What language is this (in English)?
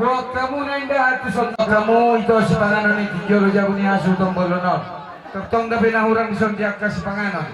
Batak Toba